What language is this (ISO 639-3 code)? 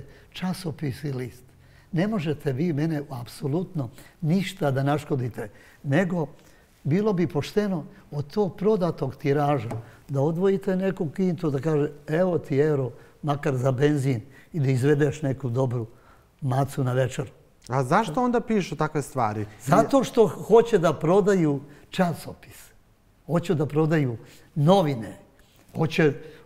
srp